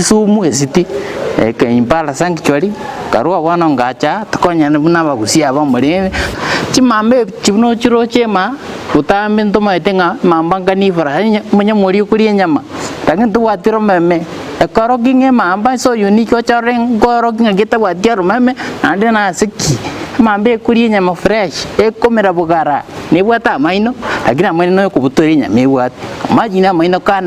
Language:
Gusii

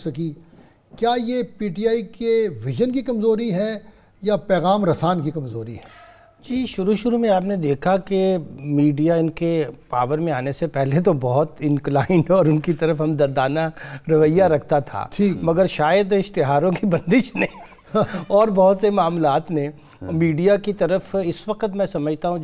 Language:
Urdu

